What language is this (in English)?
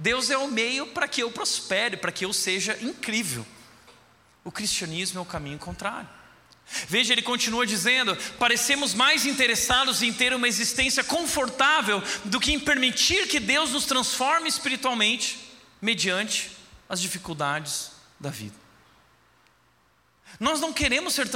Portuguese